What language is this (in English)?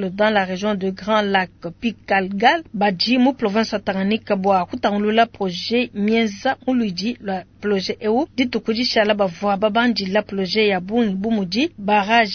Luba-Lulua